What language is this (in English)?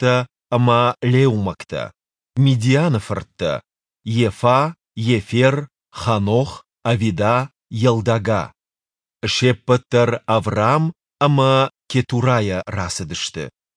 Ossetic